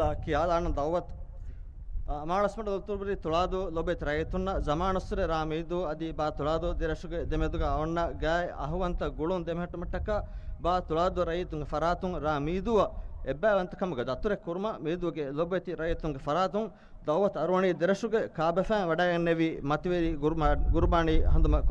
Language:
Divehi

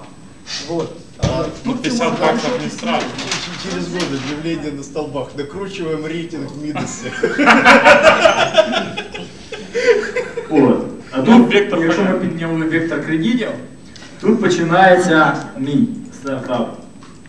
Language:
Russian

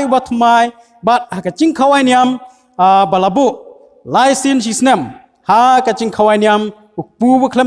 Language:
Khasi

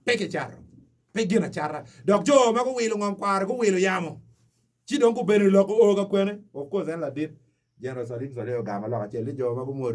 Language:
Acoli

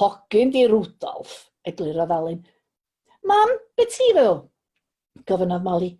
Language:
Welsh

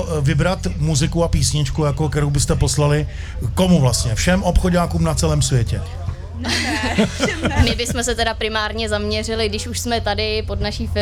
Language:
Czech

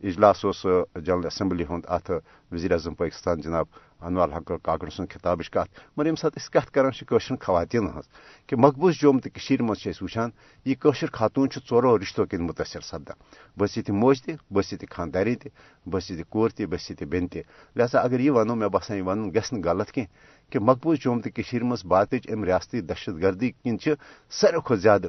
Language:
Kashmiri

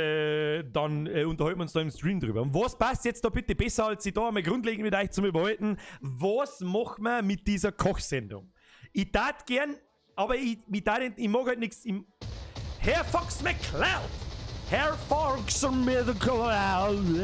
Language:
Bavarian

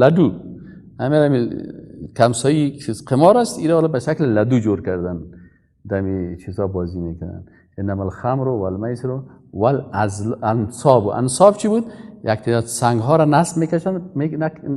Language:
Persian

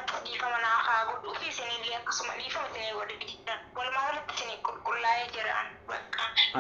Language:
Oromo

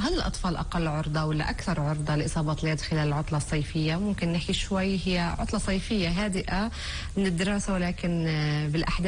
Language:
North Levantine Arabic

